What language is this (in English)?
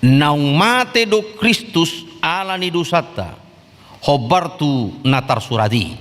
Batak Toba